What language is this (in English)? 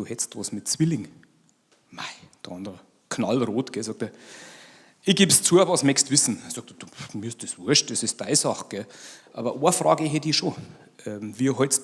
Bavarian